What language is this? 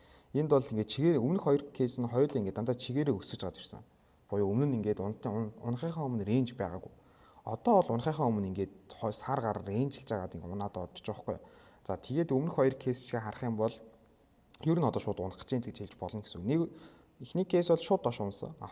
Mongolian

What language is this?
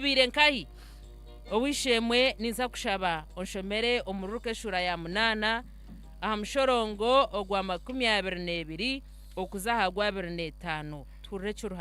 Nyankole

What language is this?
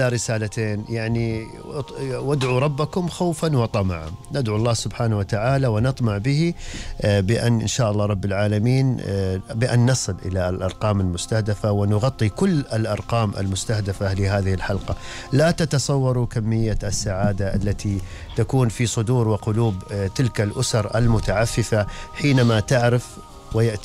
Gulf Arabic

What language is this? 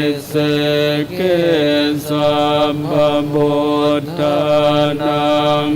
Pali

